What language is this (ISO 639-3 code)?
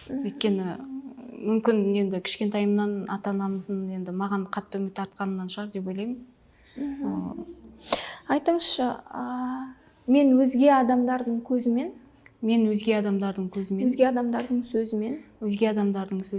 kaz